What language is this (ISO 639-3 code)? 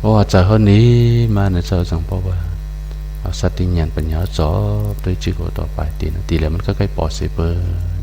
shn